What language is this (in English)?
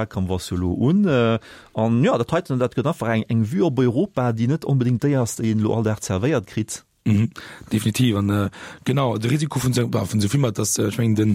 Luxembourgish